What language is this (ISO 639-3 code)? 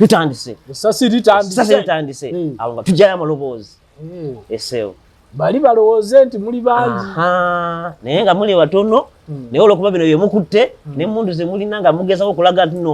lug